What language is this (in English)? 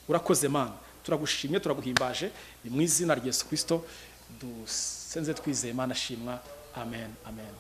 Kinyarwanda